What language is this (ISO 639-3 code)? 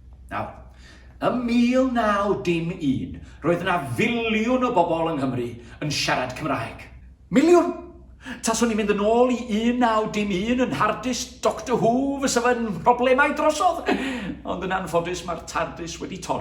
cym